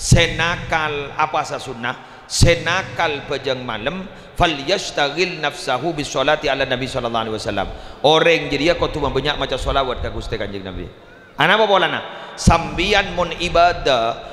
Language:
Madurese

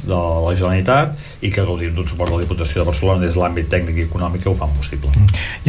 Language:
Catalan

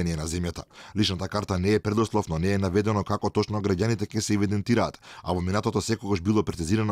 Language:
Macedonian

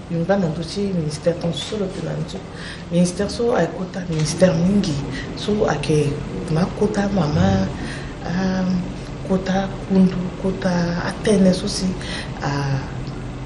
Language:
Sango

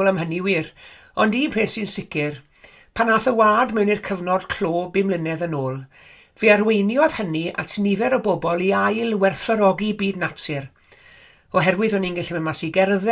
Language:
Welsh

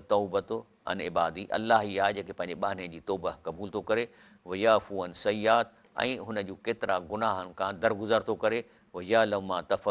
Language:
Sindhi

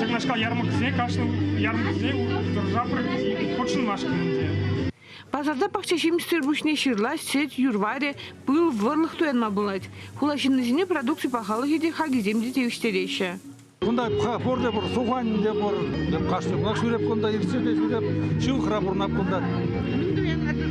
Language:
Chuvash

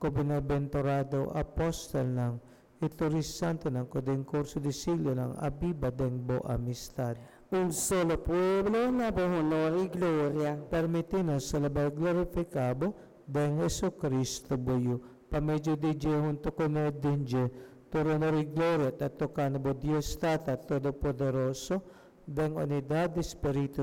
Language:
Papiamento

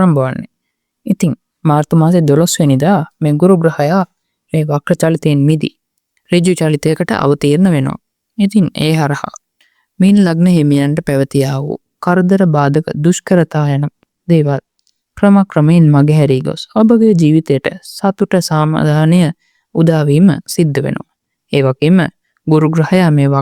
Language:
Sinhala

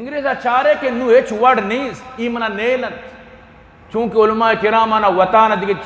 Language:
Eastern Balochi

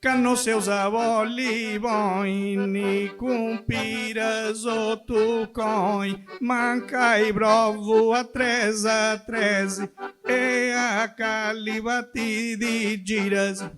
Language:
Sardinian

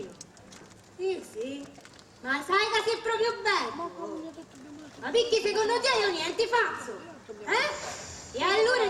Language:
Sicilian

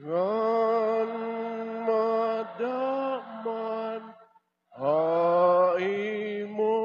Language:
Waray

